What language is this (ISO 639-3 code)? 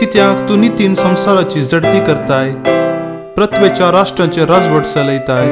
kok